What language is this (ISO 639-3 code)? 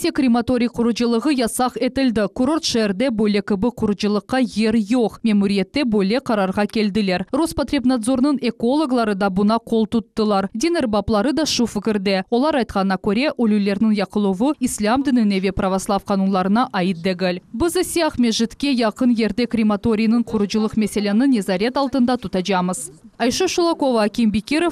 crh